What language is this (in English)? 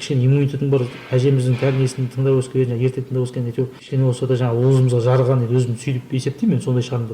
Kazakh